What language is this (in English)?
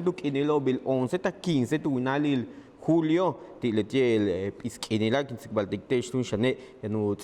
Yucateco